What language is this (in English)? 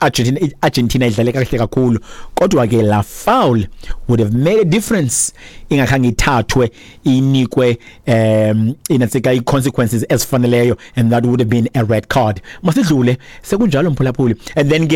Xhosa